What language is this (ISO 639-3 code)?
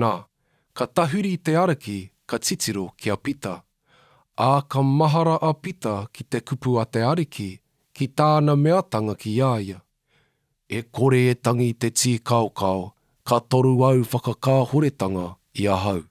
mri